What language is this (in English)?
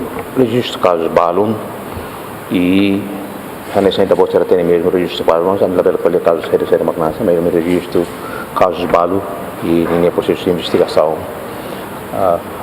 Tetum